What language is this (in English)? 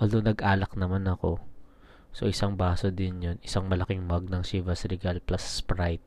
Filipino